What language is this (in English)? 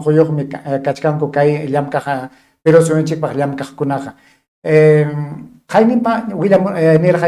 Ayacucho Quechua